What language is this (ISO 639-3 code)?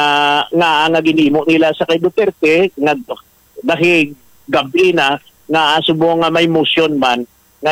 hil